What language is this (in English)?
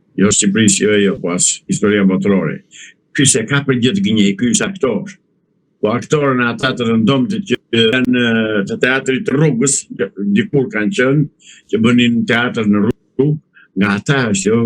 Albanian